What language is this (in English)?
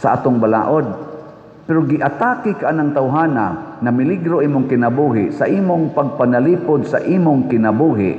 Cebuano